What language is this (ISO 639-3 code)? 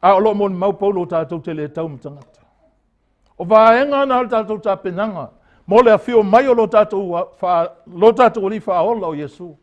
smo